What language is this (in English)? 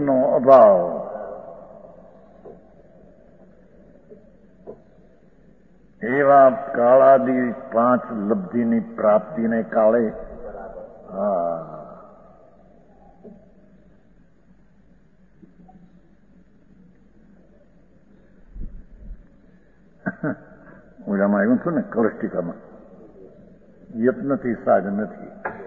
Gujarati